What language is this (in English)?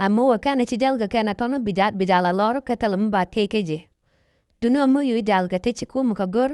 Nuer